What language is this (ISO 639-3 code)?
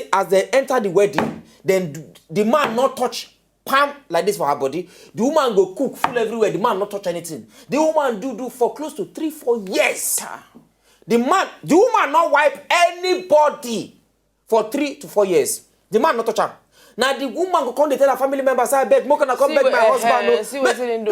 pcm